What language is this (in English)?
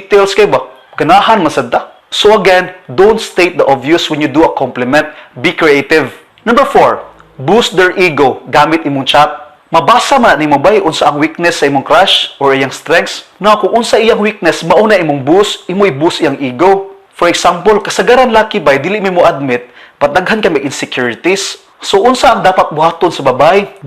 Cebuano